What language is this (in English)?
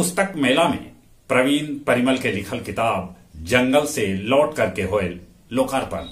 Magahi